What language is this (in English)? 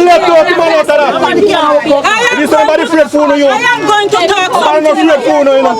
Jamaican Creole English